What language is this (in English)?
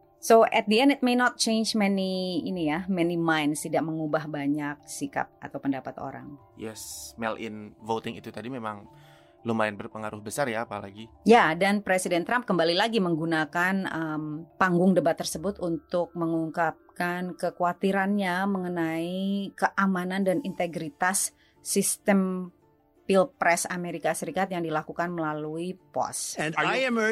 Indonesian